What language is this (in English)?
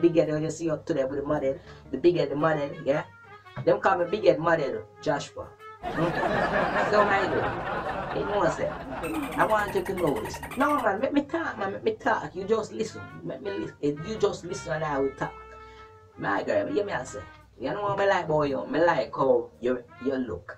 Jamaican Creole English